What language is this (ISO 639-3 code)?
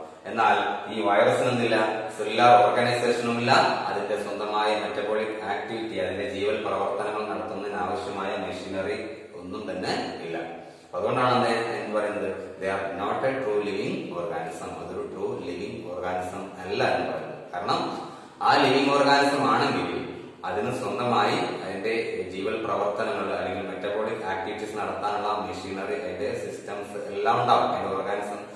mal